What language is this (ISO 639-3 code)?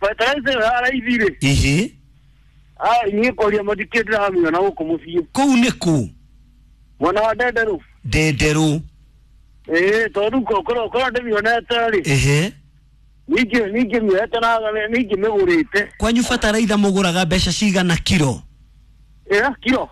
kik